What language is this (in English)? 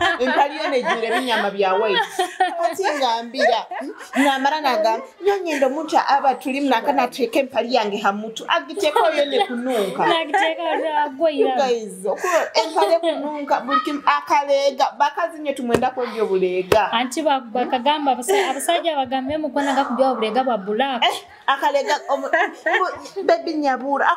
Tooro